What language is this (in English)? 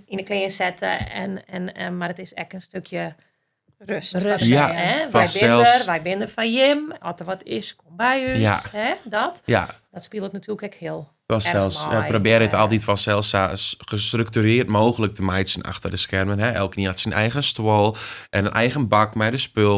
Western Frisian